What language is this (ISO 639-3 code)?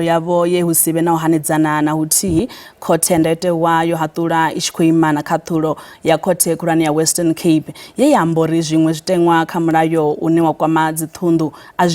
ven